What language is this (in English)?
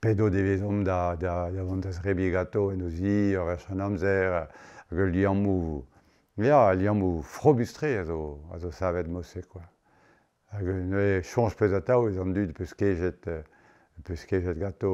Breton